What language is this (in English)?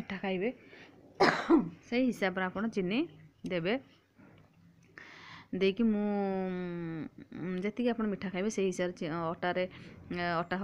Odia